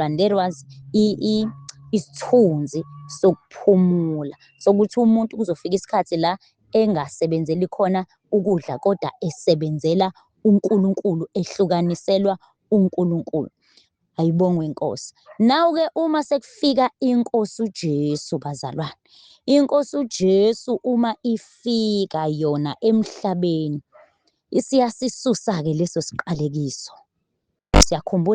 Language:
Zulu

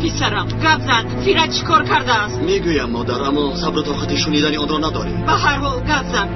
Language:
Tajik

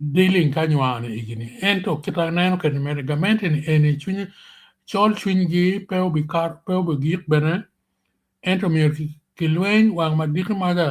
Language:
Acoli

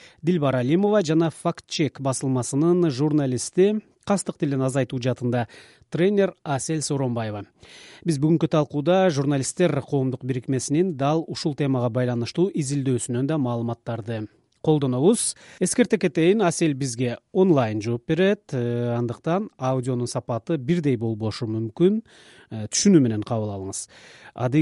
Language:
Kyrgyz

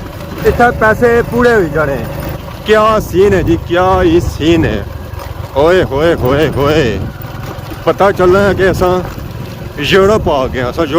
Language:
Pahari-Potwari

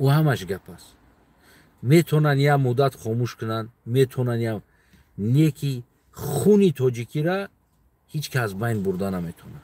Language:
Tajik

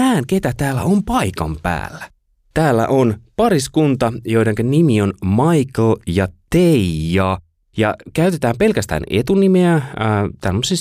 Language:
Finnish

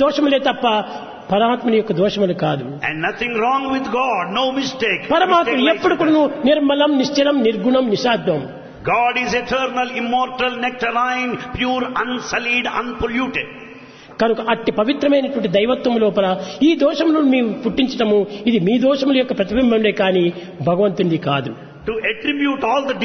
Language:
Telugu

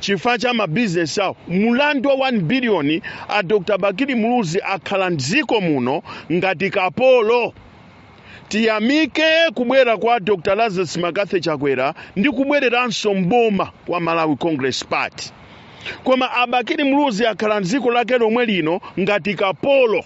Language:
Nyanja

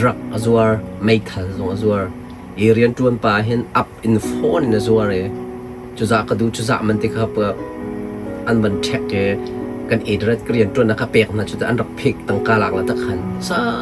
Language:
Hakha Chin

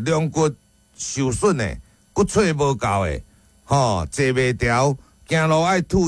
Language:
Min Nan Chinese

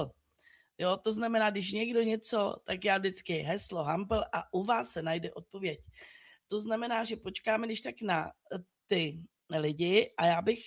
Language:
Czech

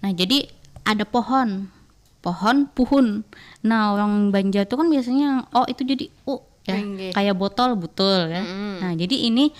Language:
Banjar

